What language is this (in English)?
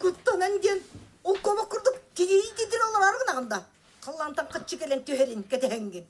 Yakut